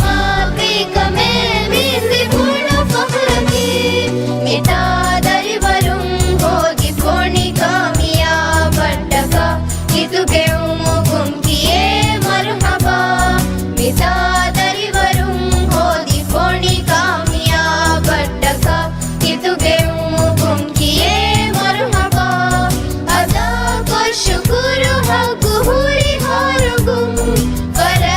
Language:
Divehi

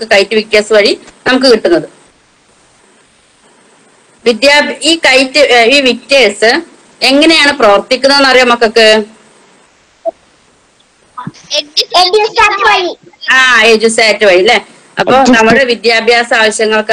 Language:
Malayalam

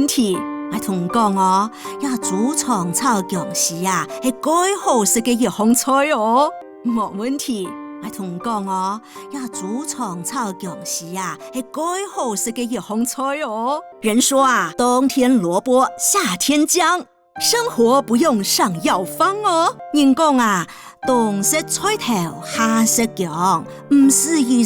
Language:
Hakka Chinese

